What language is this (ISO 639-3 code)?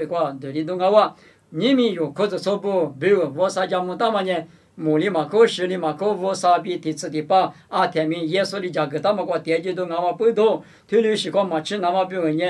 lis